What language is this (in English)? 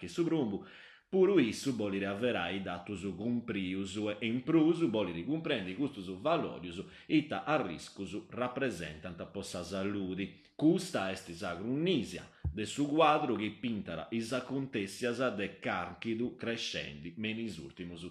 Sardinian